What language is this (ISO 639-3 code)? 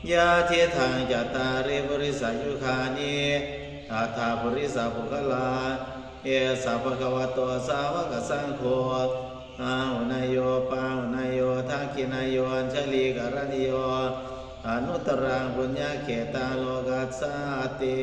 pli